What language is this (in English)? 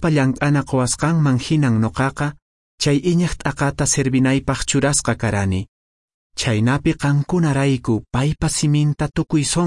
Quechua